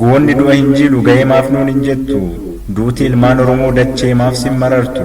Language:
Oromo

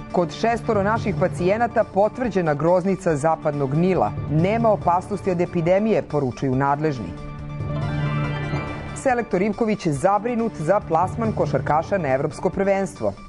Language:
Serbian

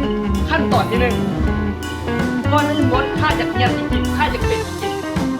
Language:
Lao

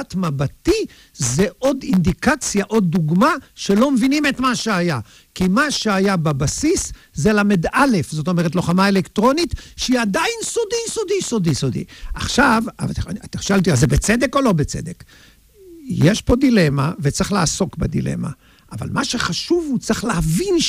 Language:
Hebrew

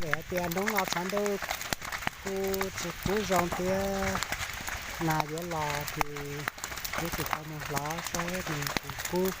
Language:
Hmong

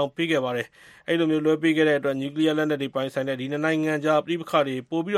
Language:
Burmese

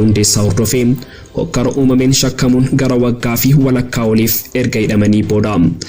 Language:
Oromo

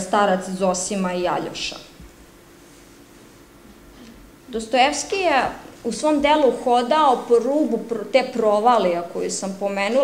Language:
Serbian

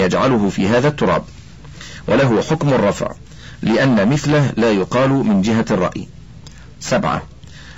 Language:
Arabic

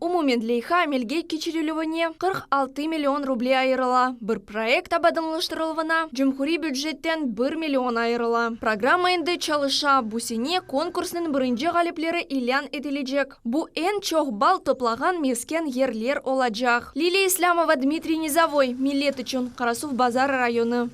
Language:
Crimean Tatar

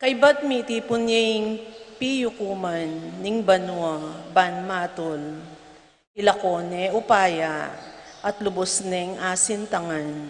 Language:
Pampanga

